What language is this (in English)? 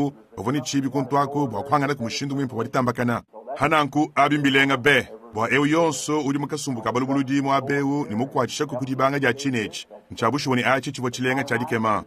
Luba-Lulua